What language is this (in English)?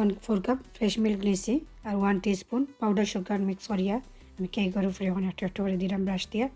Sylheti